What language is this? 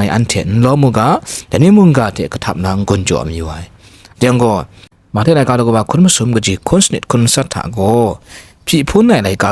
Kachin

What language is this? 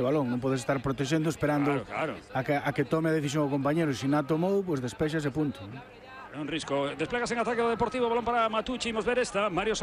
Galician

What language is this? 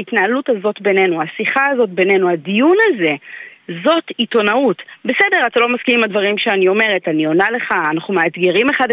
Hebrew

